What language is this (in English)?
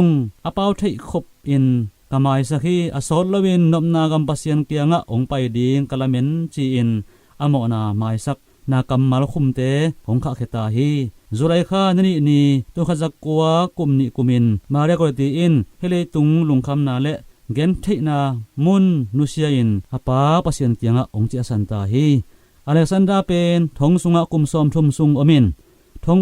Tedim Chin